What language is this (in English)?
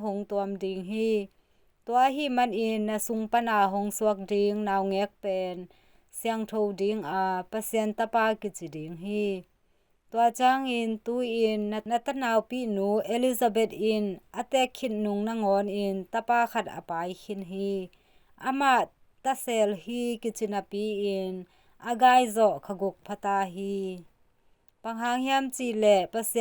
Tedim Chin